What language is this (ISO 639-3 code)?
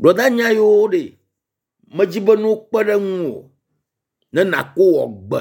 ewe